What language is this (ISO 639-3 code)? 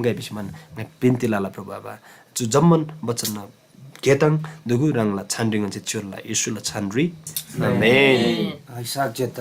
taj